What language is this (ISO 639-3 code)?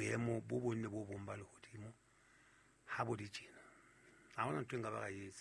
sot